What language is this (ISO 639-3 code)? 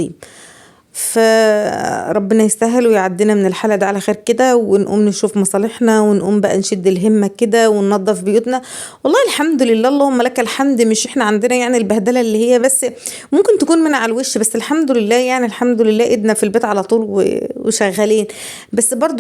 arz